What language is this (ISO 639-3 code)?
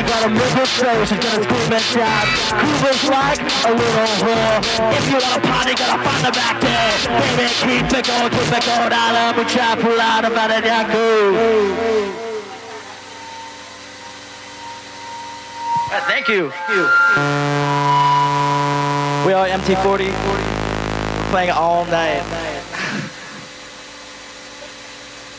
eng